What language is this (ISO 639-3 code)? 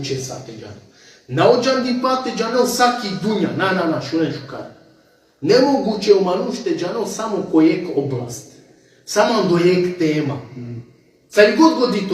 rmn